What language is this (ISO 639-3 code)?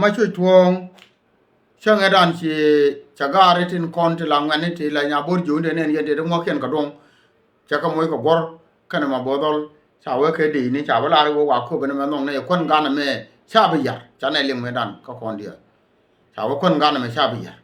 nus